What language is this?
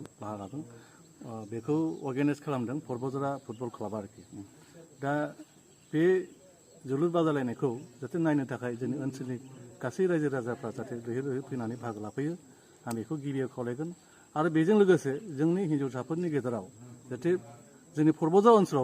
Bodo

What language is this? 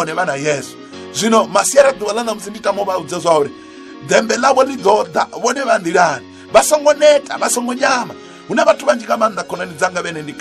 Venda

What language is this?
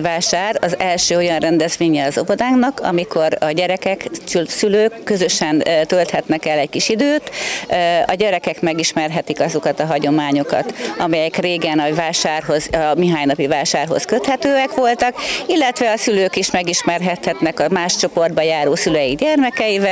Hungarian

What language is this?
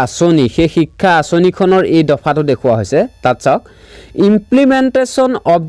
Assamese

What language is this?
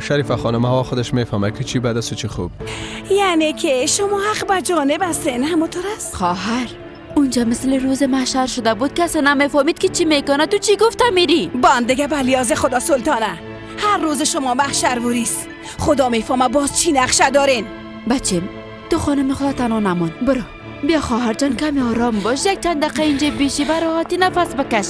Persian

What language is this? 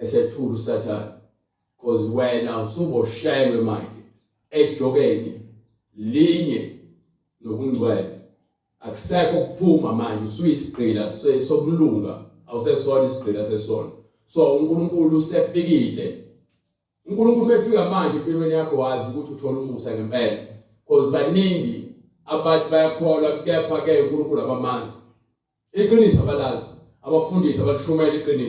Zulu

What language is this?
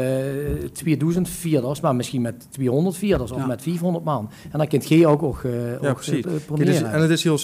Limburgish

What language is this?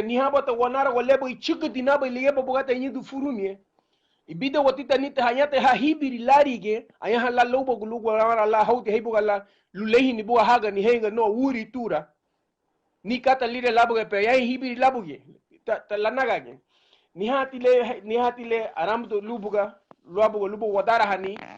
Garifuna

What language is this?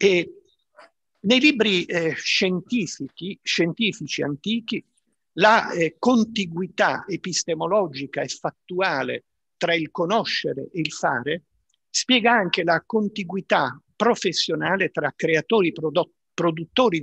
Italian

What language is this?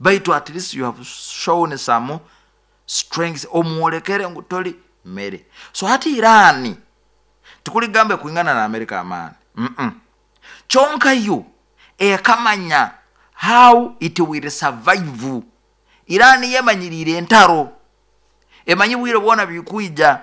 Nyoro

